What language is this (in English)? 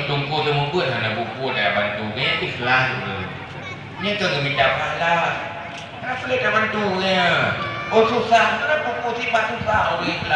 Achinese